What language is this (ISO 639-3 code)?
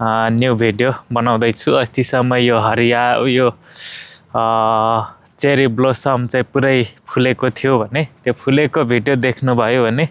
nep